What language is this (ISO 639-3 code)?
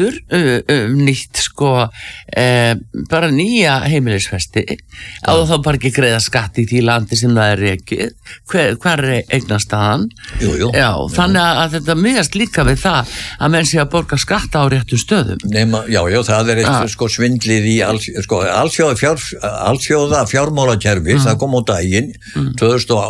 isl